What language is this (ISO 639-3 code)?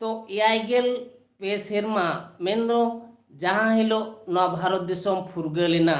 sat